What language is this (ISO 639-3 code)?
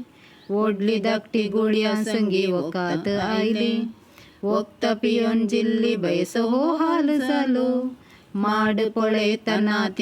kok